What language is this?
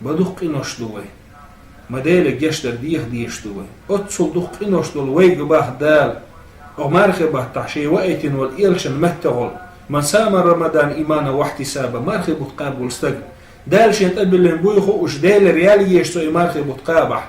Chechen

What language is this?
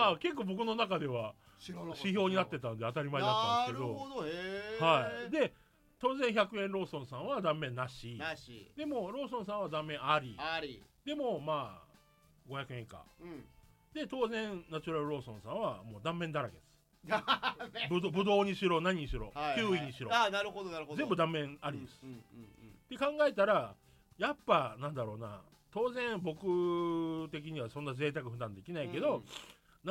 Japanese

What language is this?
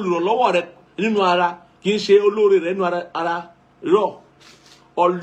Yoruba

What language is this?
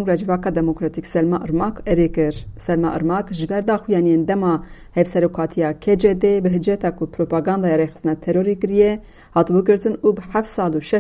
Kurdish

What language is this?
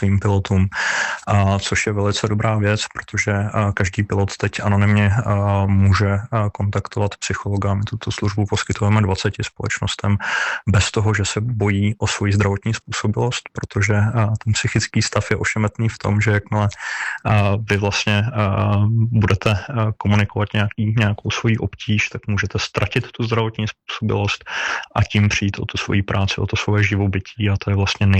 Czech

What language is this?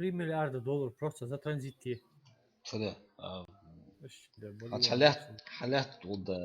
Ingush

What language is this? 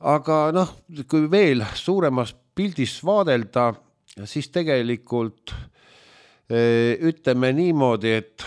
Estonian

